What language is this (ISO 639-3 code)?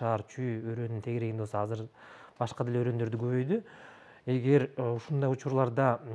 kir